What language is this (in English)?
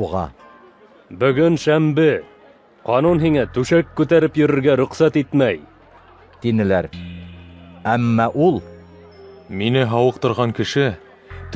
Bashkir